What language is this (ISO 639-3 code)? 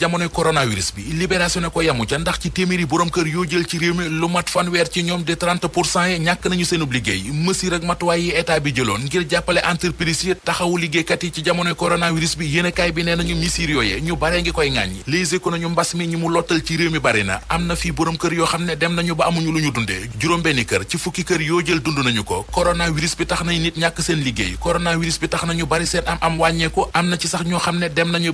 wol